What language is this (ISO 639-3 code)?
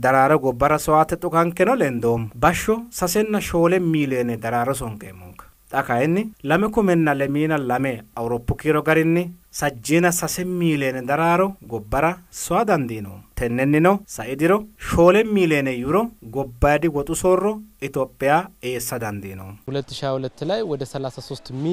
sid